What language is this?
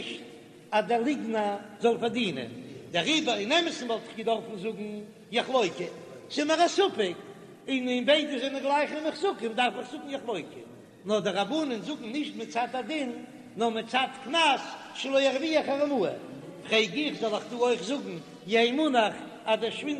Yiddish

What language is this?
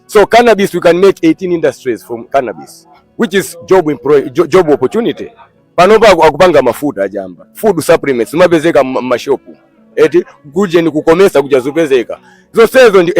Nyanja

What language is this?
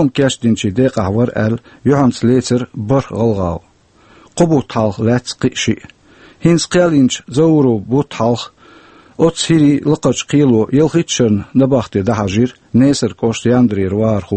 Chechen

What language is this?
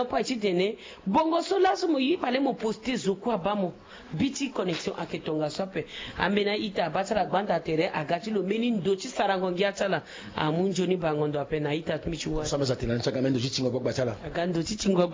Sango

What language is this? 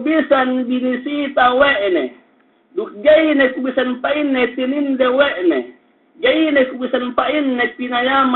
Yakan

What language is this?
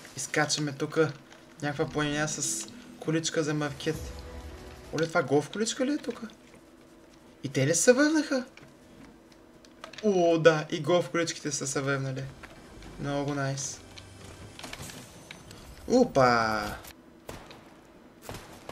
Bulgarian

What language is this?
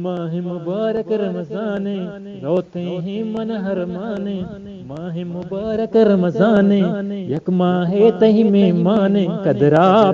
Eastern Balochi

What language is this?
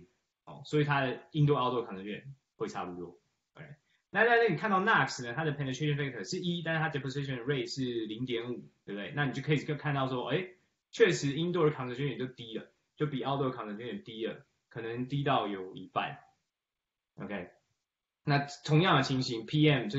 Chinese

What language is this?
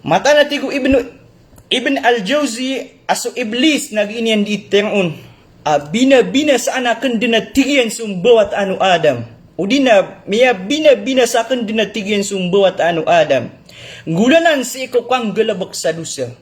Maranao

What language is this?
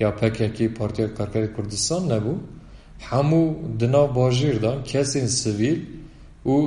Kurdish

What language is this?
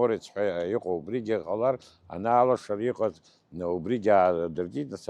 Abkhazian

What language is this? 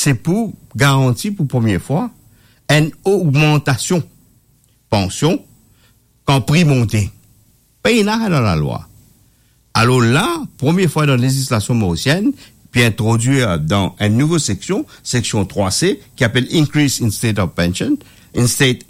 Morisyen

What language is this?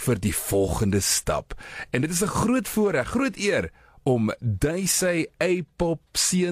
Afrikaans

